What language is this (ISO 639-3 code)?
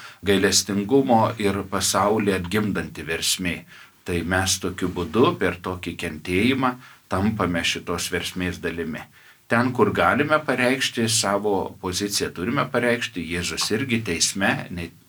lit